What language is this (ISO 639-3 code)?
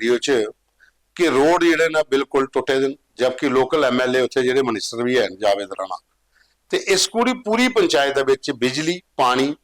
doi